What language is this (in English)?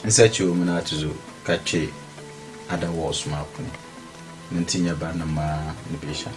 Dagbani